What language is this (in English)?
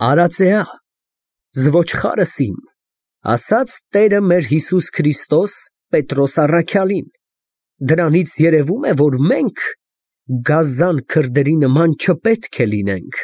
Armenian